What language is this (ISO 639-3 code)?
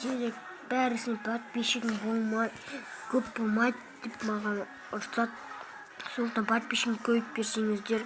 kaz